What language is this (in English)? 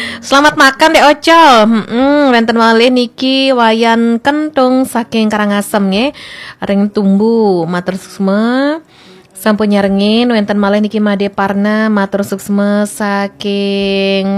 Balinese